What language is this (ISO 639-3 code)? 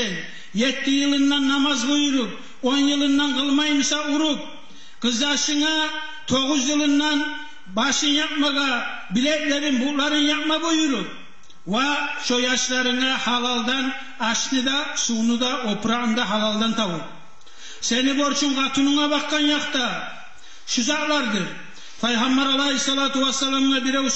kum